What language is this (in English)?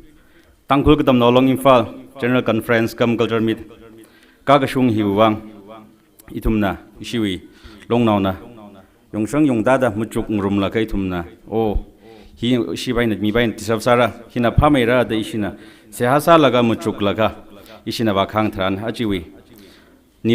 Tangkhul Naga (India)